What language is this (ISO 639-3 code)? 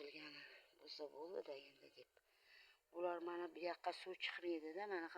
uzb